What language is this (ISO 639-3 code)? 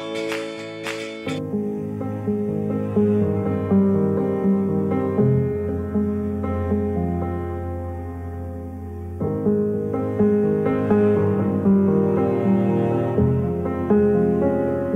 nld